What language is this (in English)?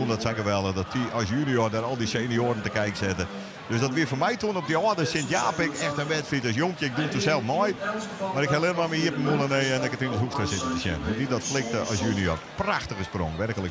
Western Frisian